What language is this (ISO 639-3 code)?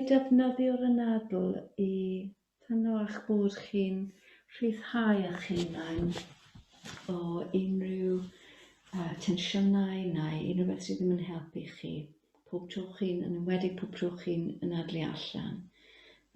cym